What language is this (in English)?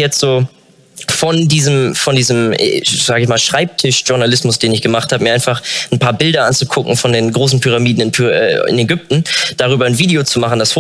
German